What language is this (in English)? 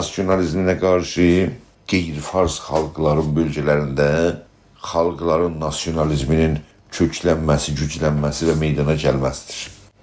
South Azerbaijani